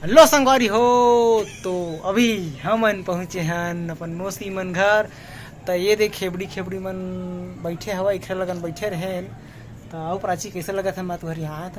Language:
Chhattisgarhi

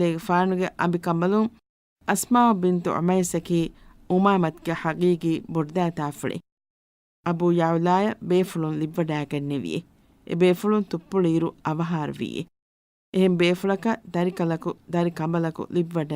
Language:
Divehi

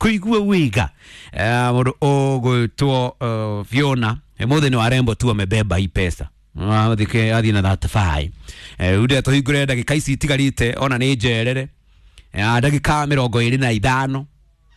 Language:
Kikuyu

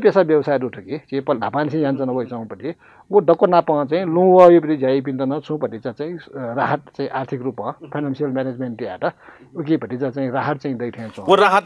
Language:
Newari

